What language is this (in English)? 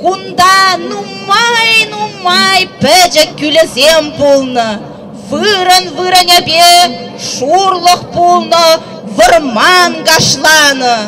Chuvash